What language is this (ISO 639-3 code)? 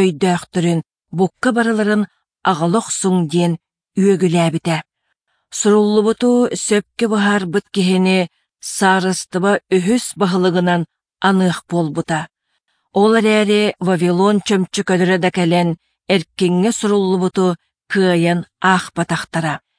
sah